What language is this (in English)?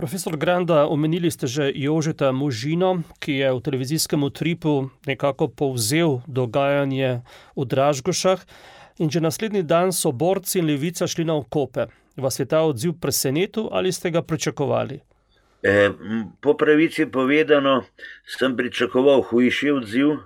Slovenian